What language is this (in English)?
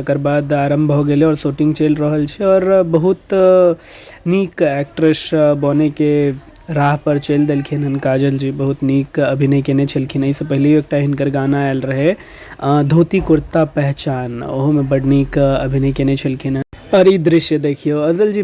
Maithili